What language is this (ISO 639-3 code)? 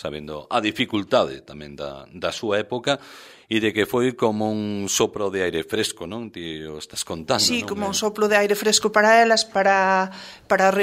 glg